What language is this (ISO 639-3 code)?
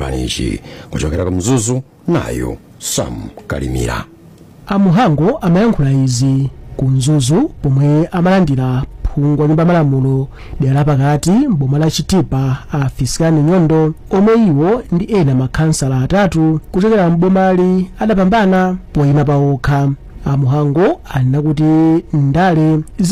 nya